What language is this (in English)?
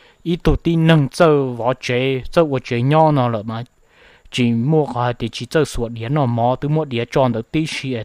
Hmong